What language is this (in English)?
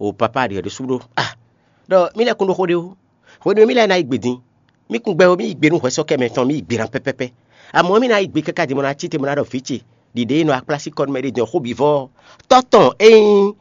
Fon